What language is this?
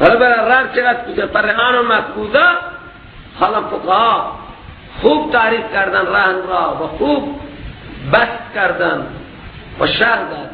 Persian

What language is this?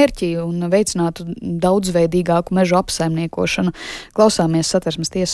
Latvian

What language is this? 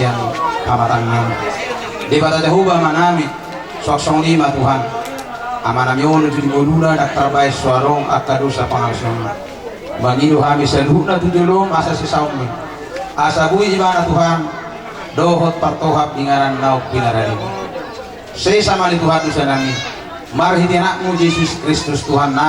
Batak Toba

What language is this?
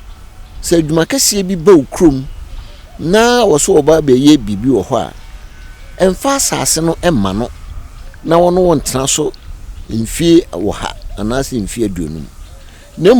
Akan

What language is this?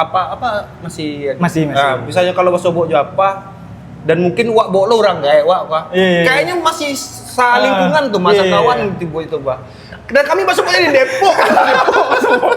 Minangkabau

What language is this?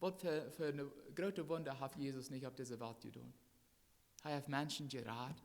Plautdietsch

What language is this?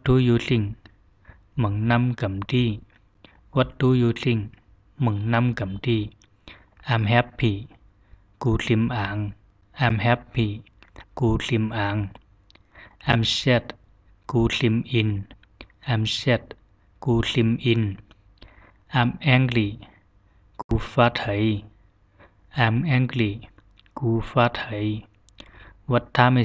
Zhuang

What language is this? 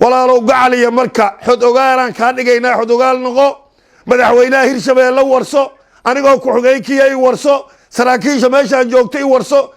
Somali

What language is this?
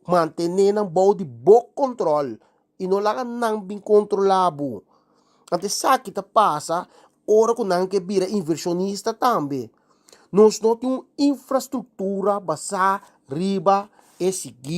Papiamento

